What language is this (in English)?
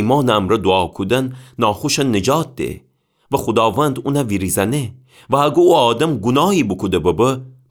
Gilaki